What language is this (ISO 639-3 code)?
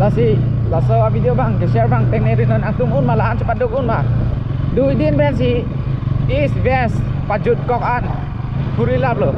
mjw